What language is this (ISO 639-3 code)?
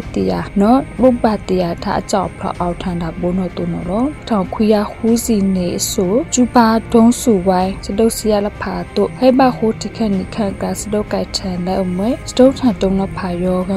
mya